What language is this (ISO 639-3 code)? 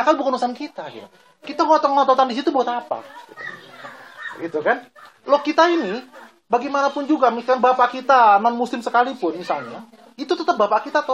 ind